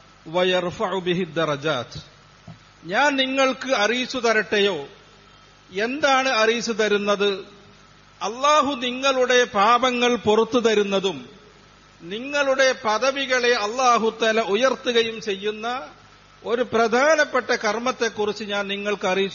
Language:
Malayalam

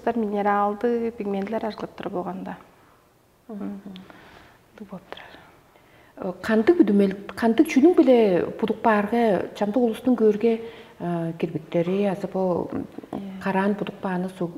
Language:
Tuvinian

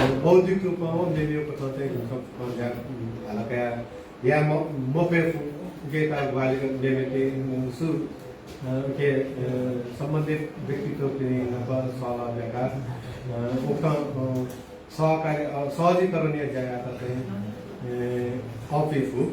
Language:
Newari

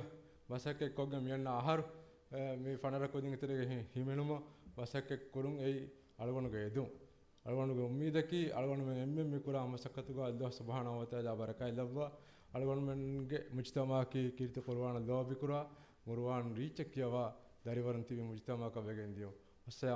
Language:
Divehi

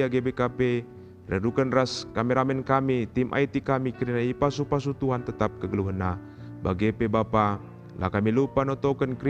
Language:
Batak Karo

